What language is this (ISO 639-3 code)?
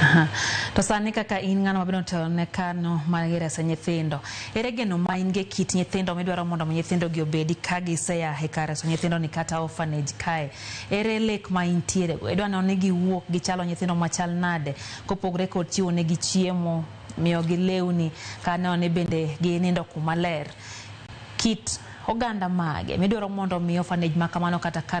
luo